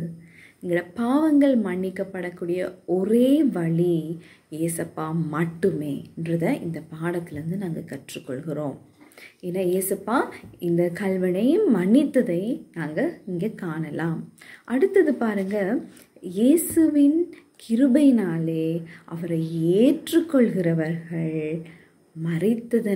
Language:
Tamil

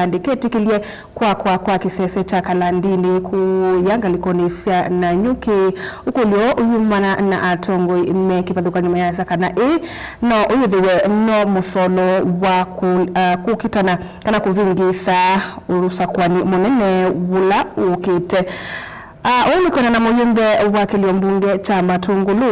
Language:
Kamba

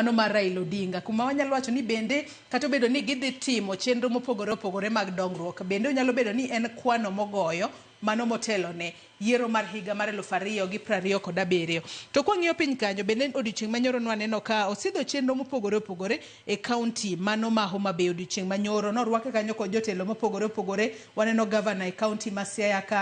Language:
Luo (Kenya and Tanzania)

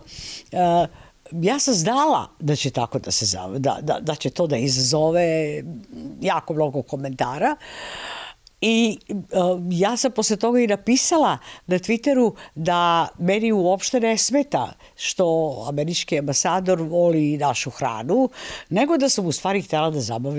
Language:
Serbian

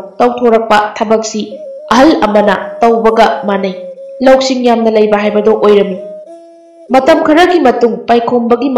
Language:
Manipuri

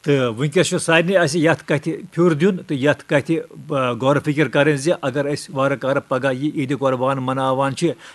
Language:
Kashmiri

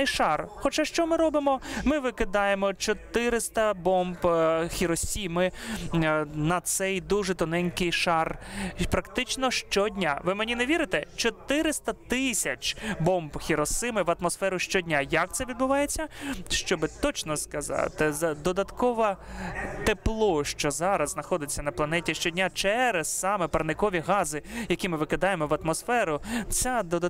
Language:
Ukrainian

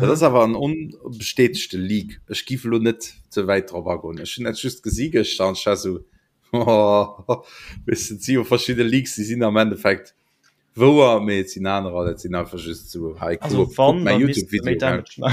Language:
Luxembourgish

